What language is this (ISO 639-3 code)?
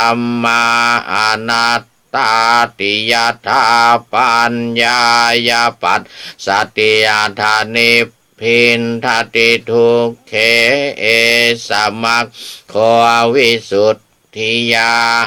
pli